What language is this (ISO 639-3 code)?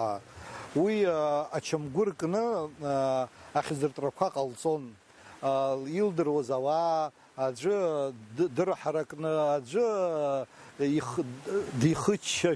abk